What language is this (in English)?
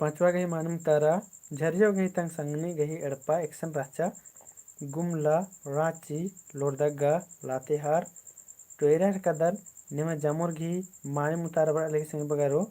Kurukh